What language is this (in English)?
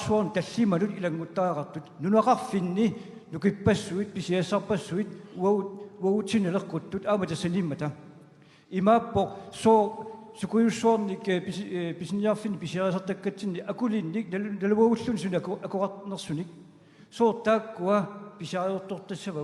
Kalaallisut